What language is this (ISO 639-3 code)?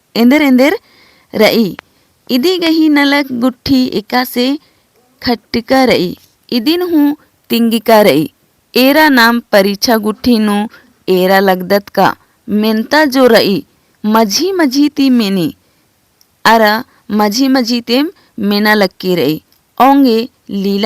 kru